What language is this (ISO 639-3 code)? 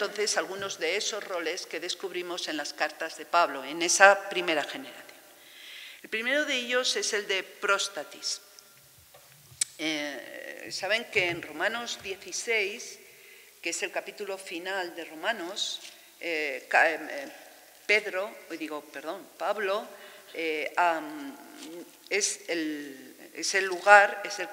spa